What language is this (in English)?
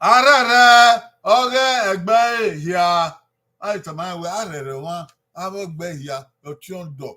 Bini